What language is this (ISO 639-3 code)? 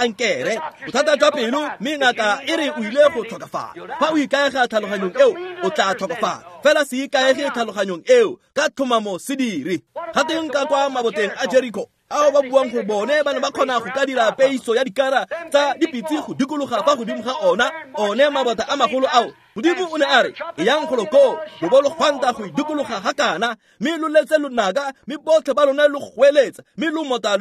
tsn